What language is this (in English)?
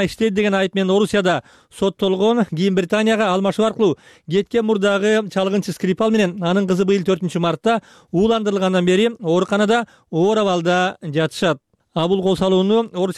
Kyrgyz